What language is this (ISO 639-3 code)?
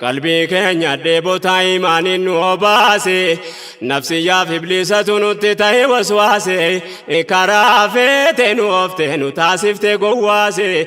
orm